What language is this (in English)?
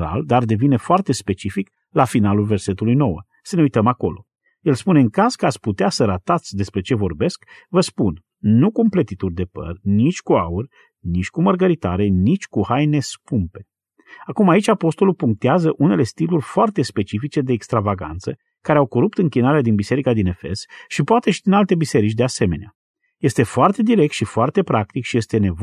Romanian